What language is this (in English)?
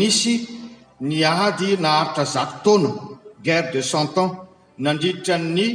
Malagasy